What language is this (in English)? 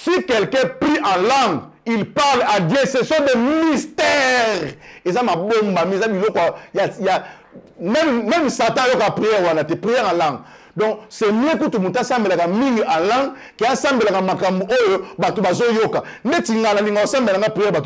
Lingala